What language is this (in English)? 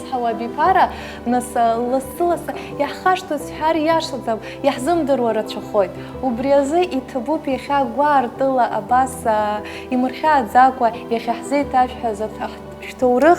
Abkhazian